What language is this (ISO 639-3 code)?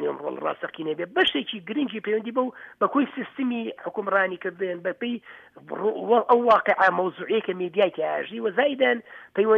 ckb